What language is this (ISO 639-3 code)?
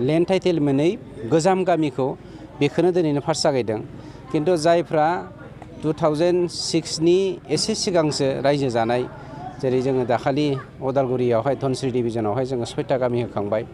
brx